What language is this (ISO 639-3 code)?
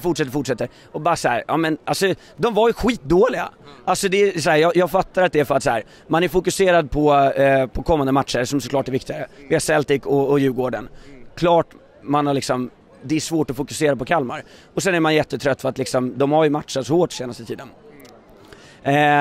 swe